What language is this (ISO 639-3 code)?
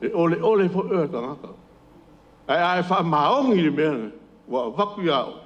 smo